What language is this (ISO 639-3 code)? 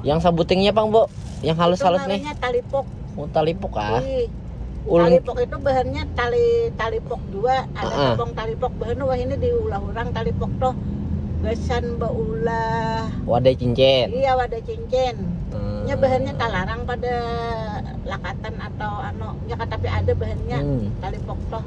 bjn